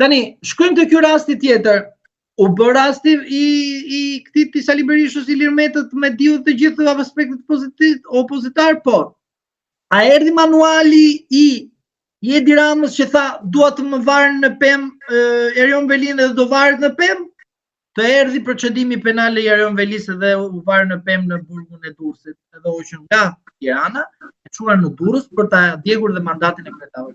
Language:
Albanian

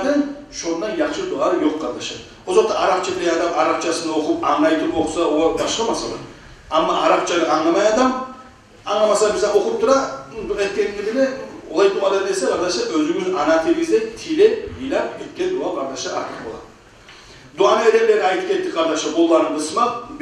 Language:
Kumyk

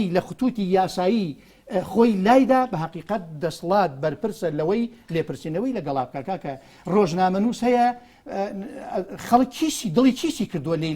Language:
Central Kurdish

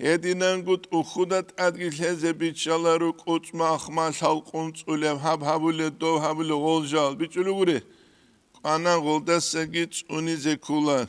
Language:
Avaric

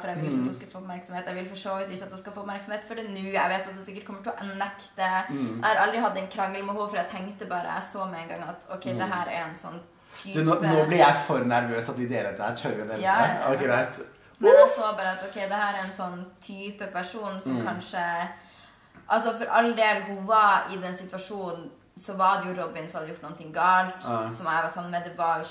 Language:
Norwegian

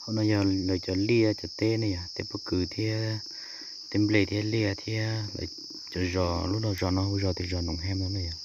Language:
Hmong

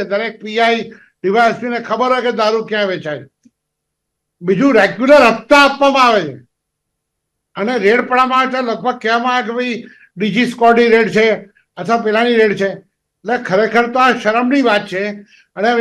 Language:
Gujarati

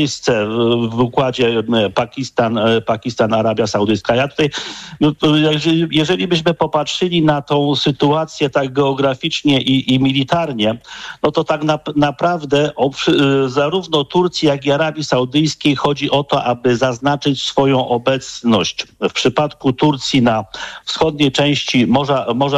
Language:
Polish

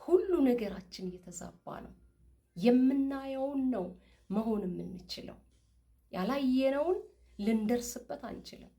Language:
Amharic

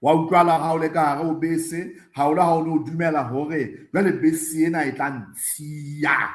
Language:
Southern Sotho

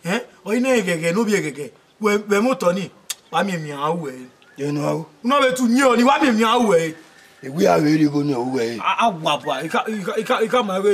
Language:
Bini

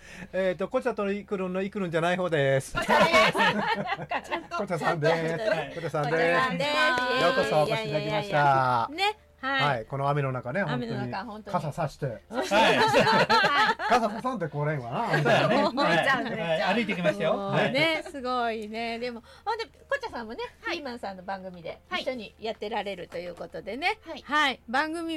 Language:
Japanese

